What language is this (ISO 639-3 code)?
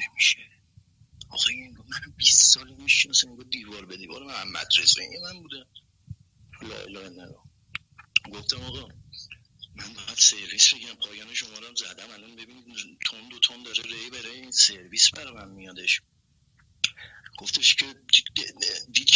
fas